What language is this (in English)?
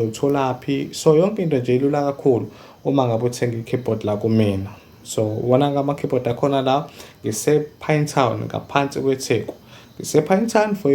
Zulu